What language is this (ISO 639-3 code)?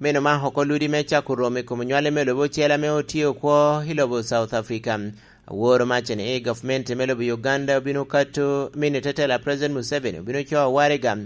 laj